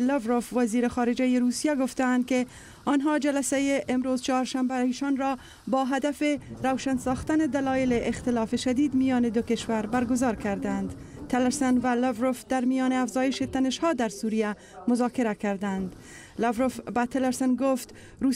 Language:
Persian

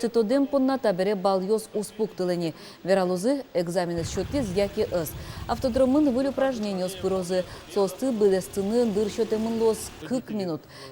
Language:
Udmurt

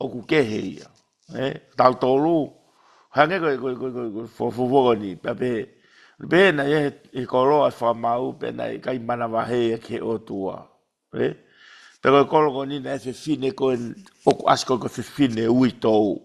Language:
Tongan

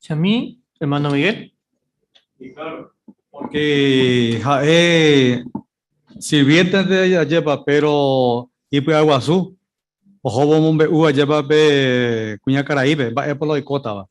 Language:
Guarani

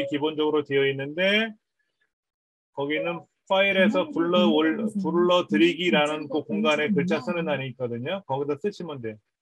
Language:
Korean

